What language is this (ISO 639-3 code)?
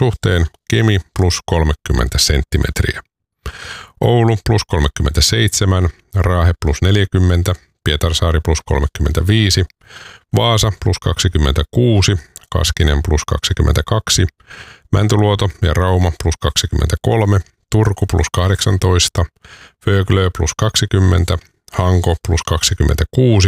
fin